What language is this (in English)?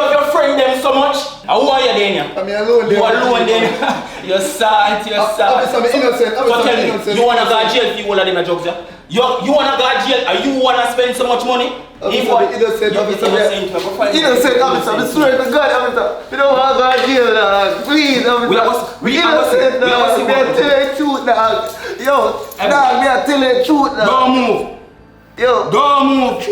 Jamaican Creole English